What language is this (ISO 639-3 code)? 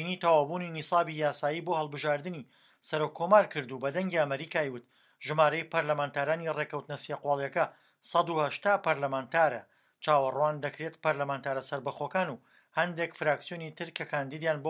ckb